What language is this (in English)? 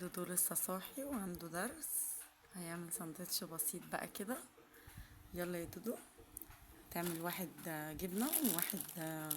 Egyptian Arabic